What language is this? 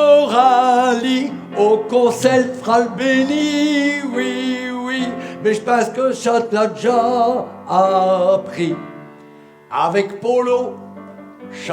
Picard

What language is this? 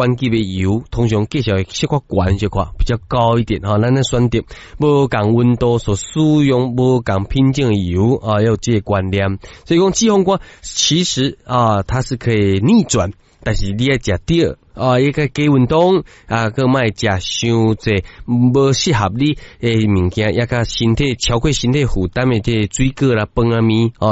Min Nan Chinese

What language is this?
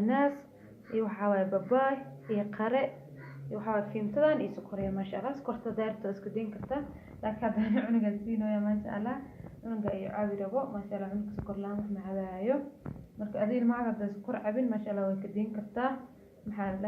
Somali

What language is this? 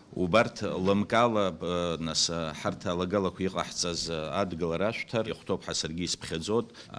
Abkhazian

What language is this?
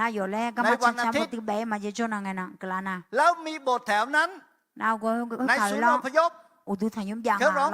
Akha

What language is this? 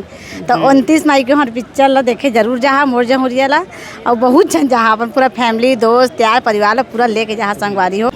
Chhattisgarhi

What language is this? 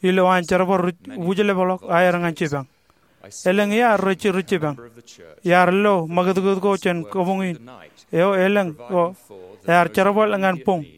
Marshallese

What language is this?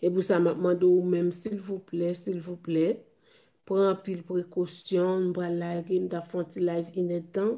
Haitian Creole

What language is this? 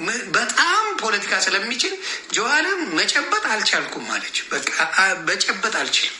Amharic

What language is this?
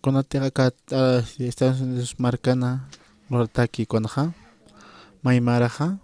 Aymara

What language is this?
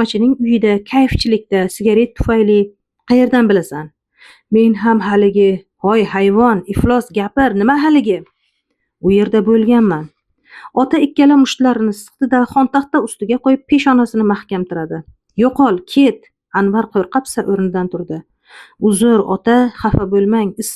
Uzbek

